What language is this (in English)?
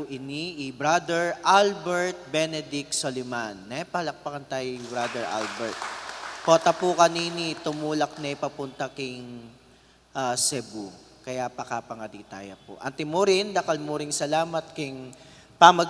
Pampanga